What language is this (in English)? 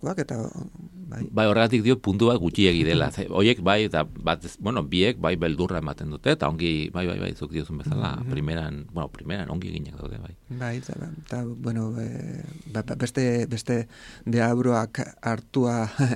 Basque